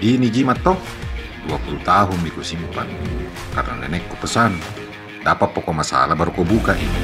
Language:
Makassar Malay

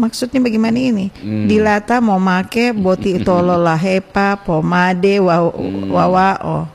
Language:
Gorontalo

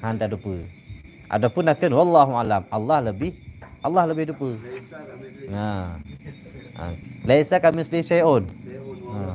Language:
Achinese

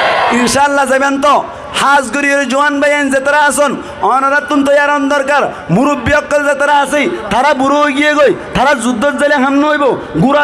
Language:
Rohingya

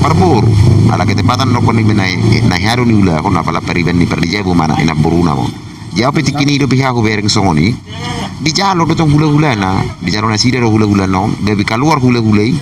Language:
Batak Toba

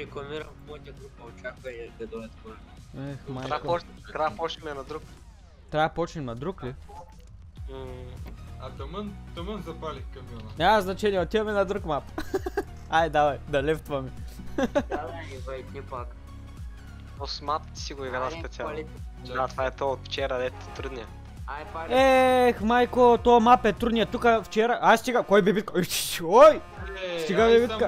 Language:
Bulgarian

